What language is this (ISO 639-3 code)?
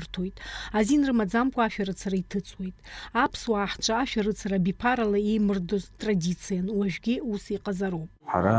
abk